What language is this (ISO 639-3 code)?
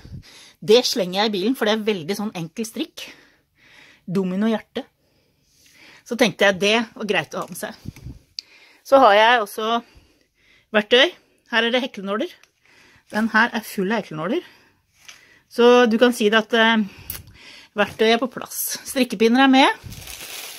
nor